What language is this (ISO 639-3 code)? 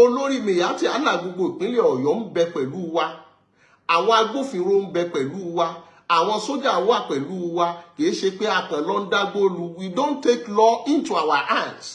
yor